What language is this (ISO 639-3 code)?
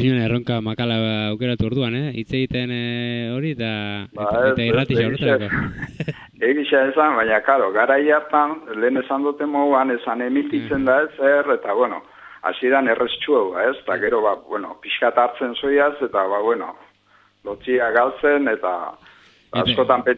eus